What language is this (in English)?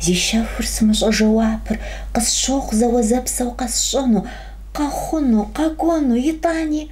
Kabardian